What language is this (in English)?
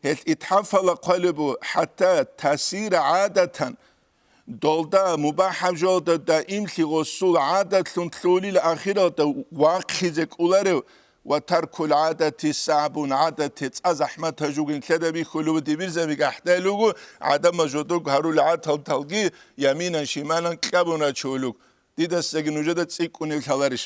Avaric